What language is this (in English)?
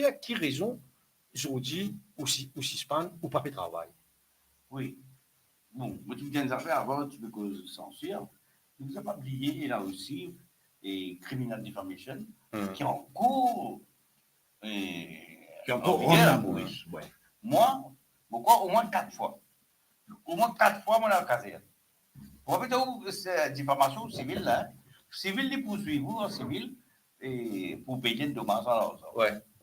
Morisyen